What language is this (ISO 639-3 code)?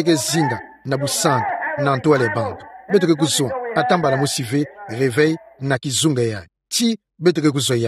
ktu